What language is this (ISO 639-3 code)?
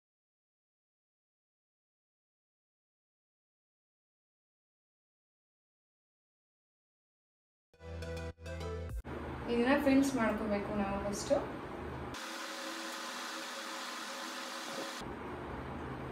kan